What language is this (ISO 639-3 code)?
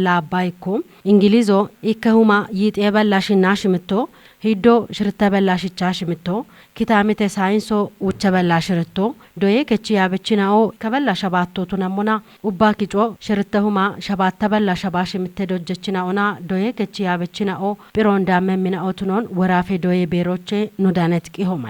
kbr